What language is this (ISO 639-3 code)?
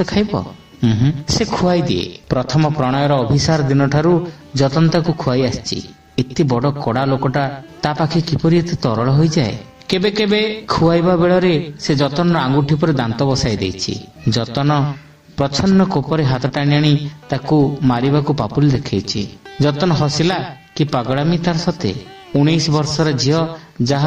ori